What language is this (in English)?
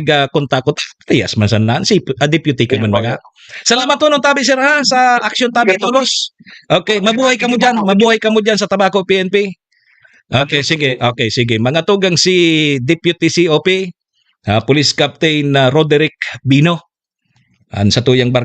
Bikol